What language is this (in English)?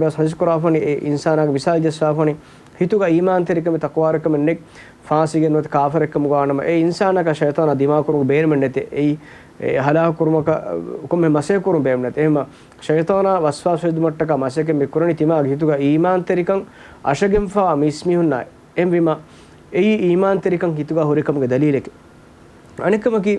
Divehi